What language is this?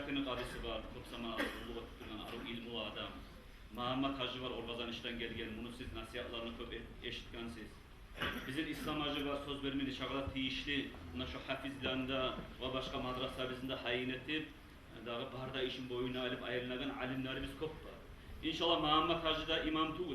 Kumyk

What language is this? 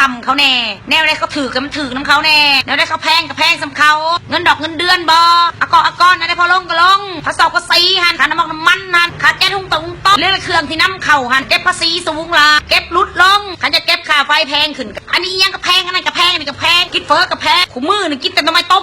Lao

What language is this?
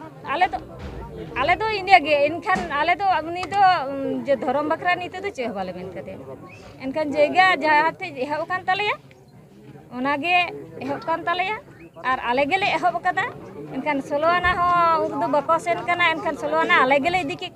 Santali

